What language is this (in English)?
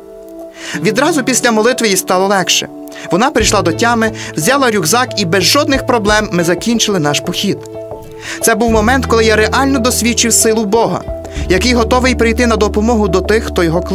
Ukrainian